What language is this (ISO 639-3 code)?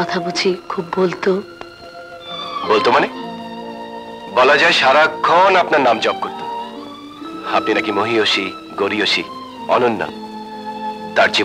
ben